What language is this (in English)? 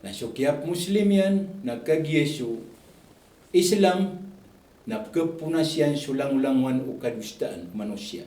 Maranao